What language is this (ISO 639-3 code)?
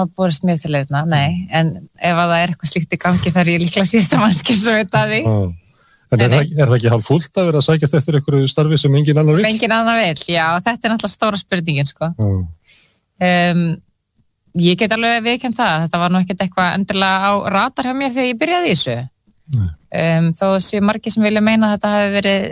isl